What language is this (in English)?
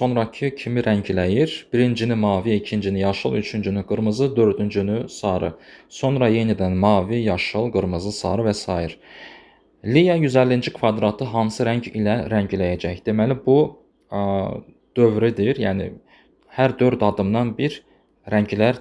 Azerbaijani